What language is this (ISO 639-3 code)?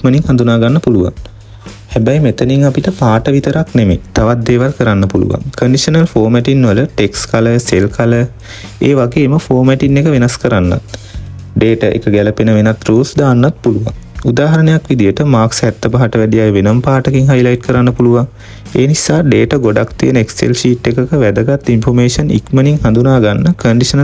sin